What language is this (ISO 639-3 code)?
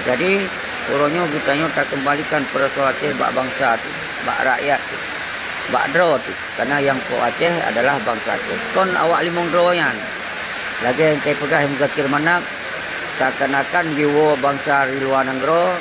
ace